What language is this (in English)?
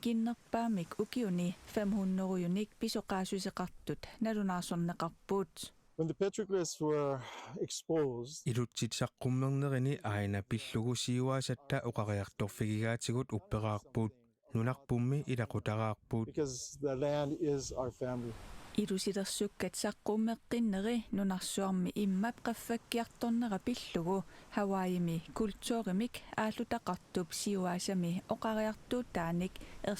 Kalaallisut